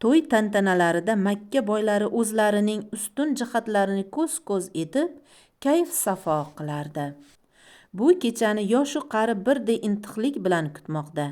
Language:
Uzbek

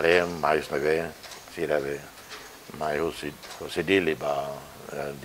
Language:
Tetum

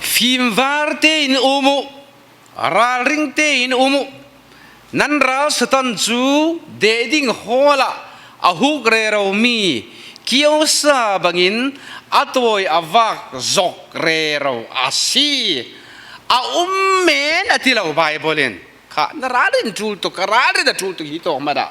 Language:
Falam Chin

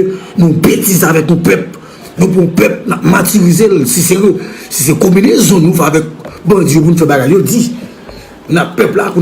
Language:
Haitian Creole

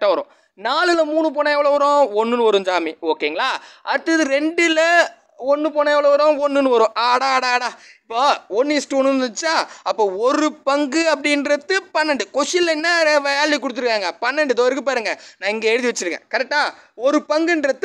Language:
Tamil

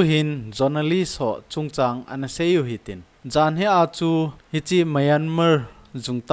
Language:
Thado Chin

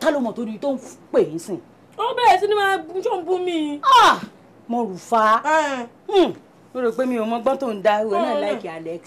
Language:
Yoruba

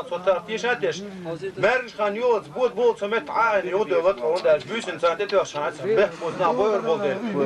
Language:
Chechen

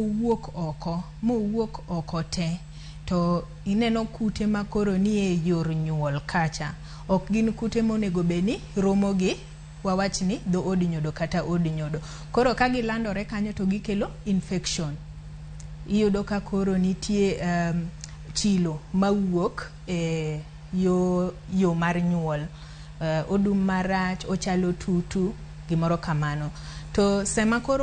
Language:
Luo (Kenya and Tanzania)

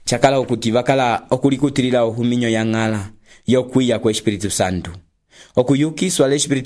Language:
Umbundu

